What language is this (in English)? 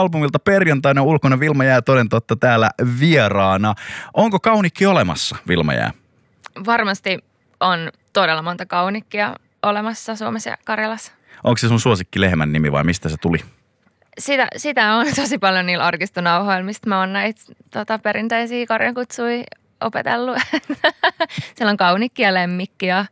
Finnish